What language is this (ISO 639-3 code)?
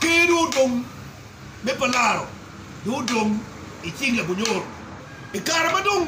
ach